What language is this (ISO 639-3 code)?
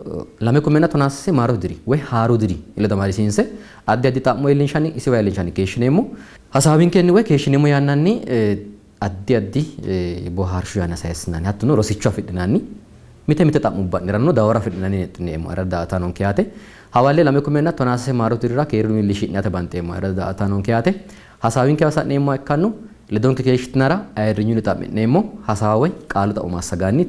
sid